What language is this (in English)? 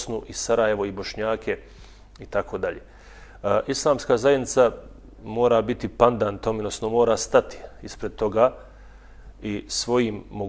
Bosnian